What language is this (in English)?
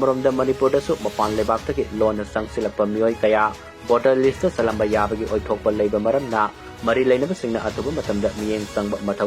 Manipuri